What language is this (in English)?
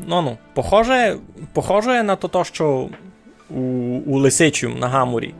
Rusyn